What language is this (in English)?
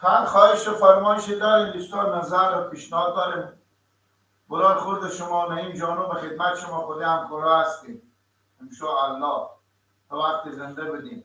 Persian